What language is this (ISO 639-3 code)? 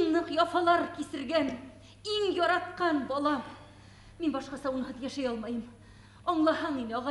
bak